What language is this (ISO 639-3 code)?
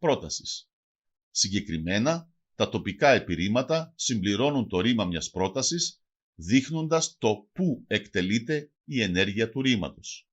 mkd